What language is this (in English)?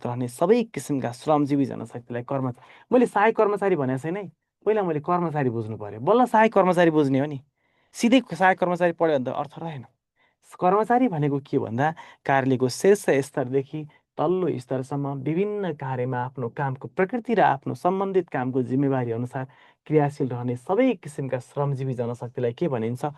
Nepali